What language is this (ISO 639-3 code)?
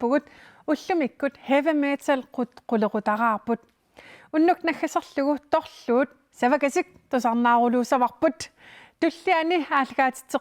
kal